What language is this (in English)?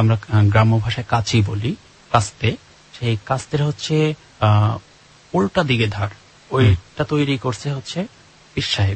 Bangla